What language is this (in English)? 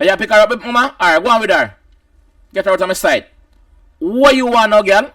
Jamaican Creole English